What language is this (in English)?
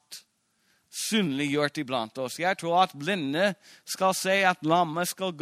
Norwegian